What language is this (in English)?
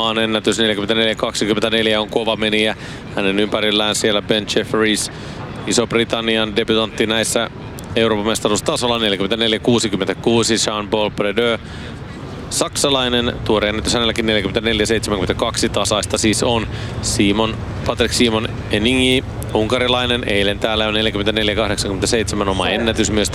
Finnish